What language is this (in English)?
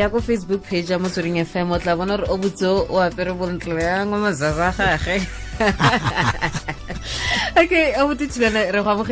Tswana